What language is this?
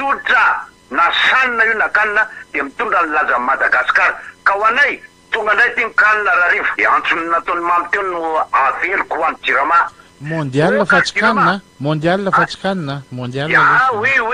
Malagasy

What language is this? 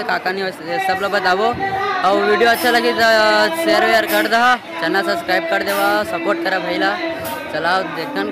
Chhattisgarhi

